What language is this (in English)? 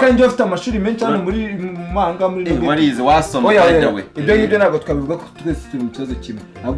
Kinyarwanda